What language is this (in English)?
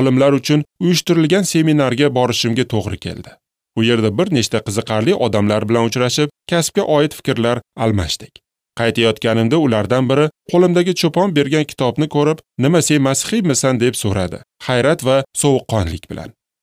Uzbek